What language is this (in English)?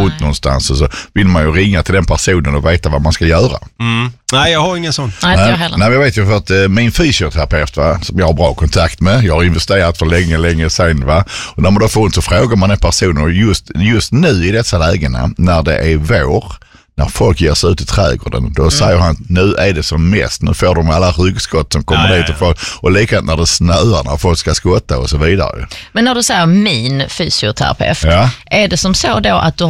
Swedish